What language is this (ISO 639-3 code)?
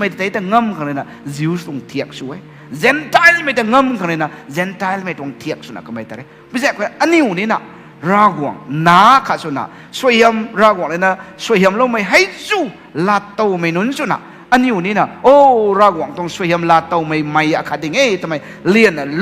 nbu